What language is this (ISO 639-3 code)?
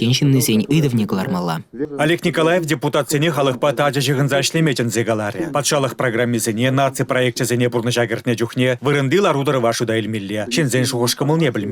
chv